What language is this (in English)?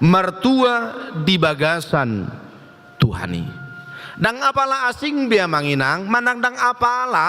Batak Toba